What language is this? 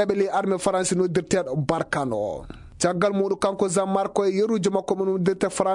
Fula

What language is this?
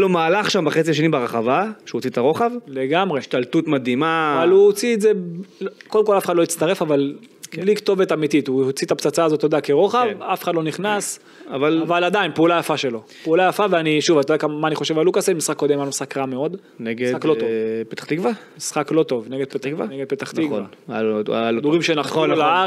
Hebrew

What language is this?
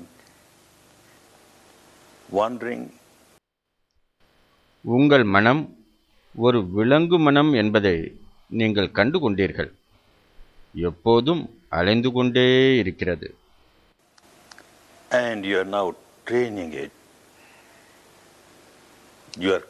Tamil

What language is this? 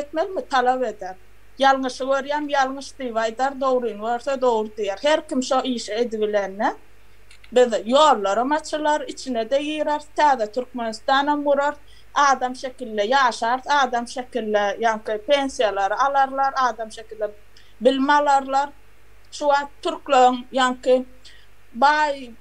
Turkmen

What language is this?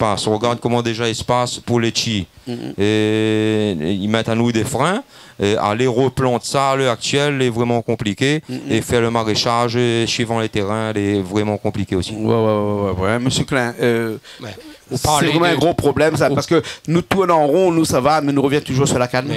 Réunion Creole French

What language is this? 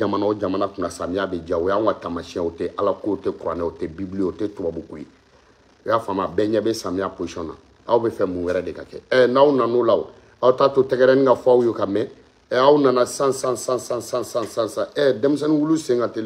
Bambara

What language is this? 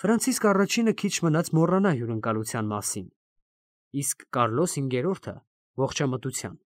Armenian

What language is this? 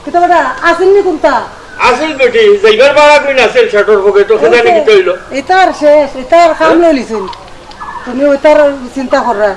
Sylheti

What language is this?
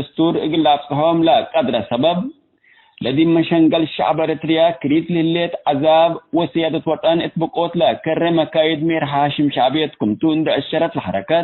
Tigre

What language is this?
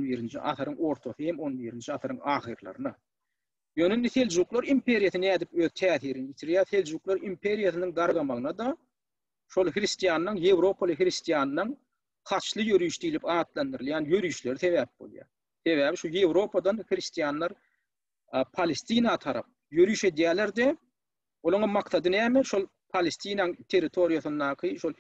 Turkmen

